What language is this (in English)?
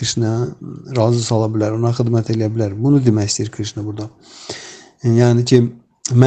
Azerbaijani